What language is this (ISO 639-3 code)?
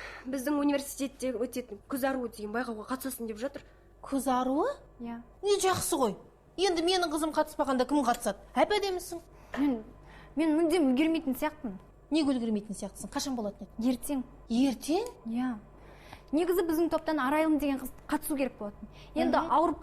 kaz